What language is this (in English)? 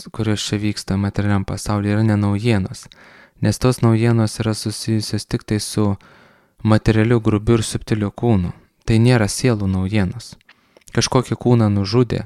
Lithuanian